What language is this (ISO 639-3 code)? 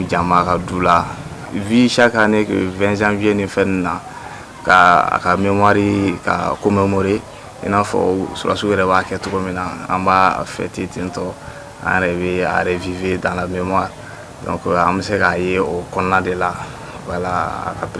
bam